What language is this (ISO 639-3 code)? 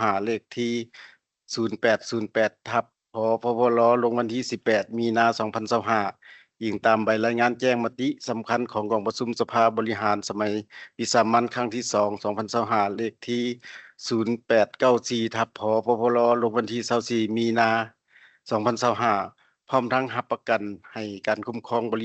lao